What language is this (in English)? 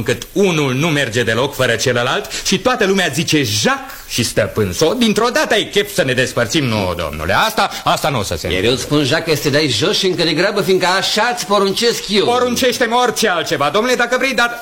Romanian